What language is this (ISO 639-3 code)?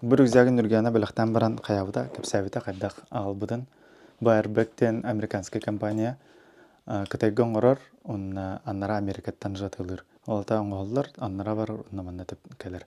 sah